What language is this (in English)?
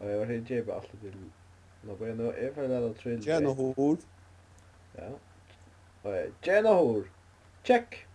Faroese